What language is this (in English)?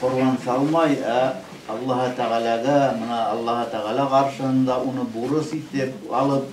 Bashkir